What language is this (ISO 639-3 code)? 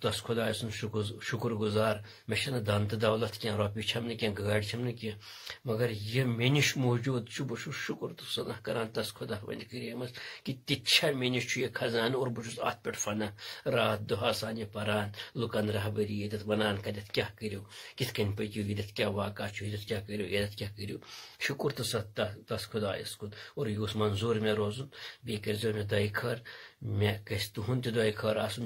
kas